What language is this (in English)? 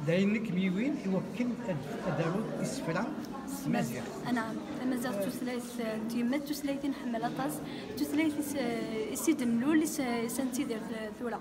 Kabyle